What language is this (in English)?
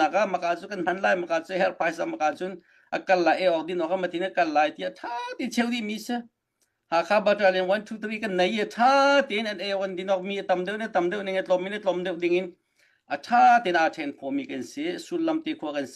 Hakha Chin